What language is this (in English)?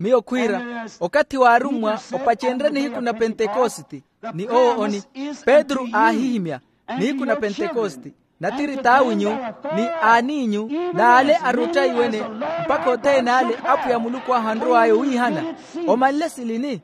Makhuwa